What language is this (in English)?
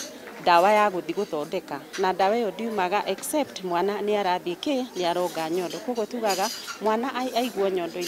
Kikuyu